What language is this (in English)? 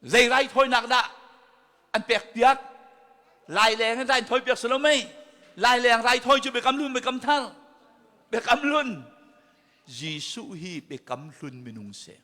Hakha Chin